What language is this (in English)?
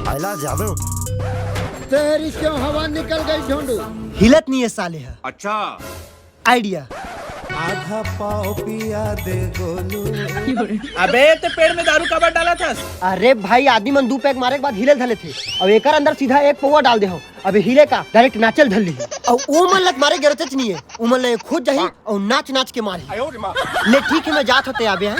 Chhattisgarhi